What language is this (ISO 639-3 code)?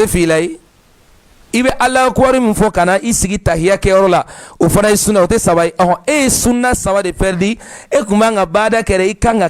bam